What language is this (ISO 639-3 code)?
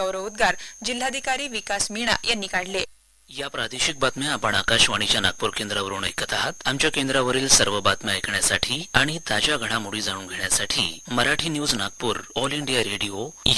mar